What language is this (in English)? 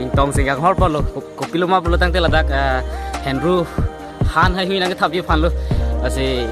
Karbi